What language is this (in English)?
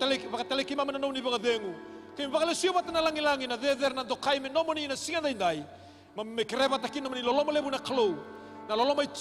Fijian